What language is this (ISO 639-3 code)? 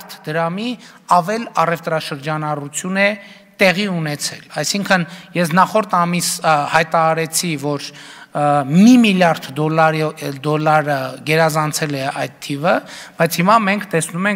hye